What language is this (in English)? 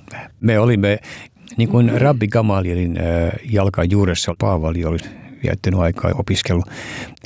Finnish